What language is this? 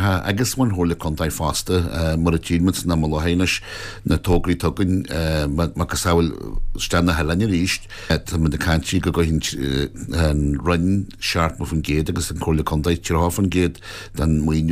Irish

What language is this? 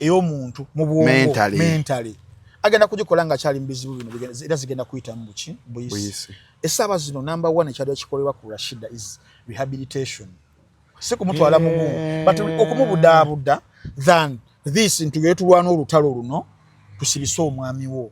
Ganda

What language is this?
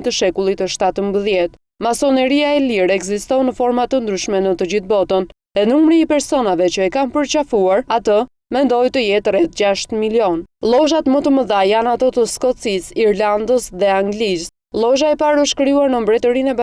Albanian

